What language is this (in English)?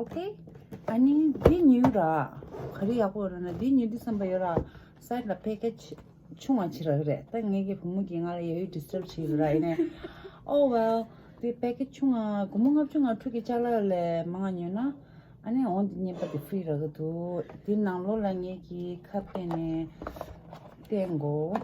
Tibetan